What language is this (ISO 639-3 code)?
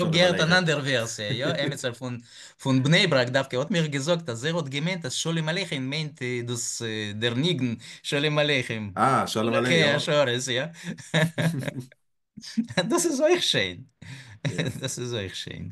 yid